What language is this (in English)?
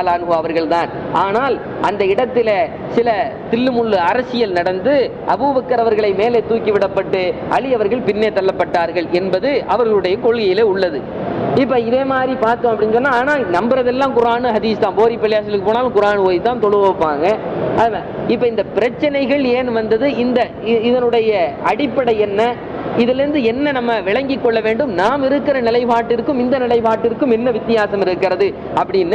Tamil